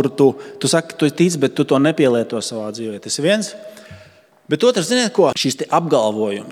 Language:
Latvian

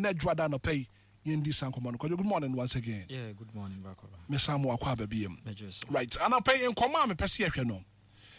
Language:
Akan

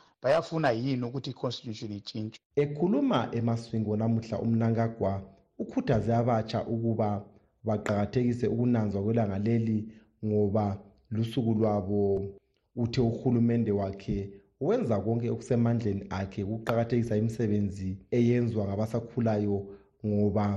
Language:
North Ndebele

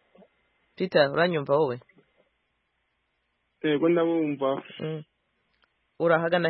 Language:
Kinyarwanda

